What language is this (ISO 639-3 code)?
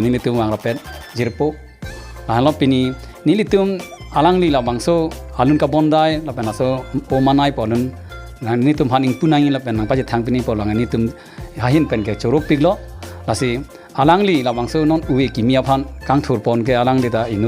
mjw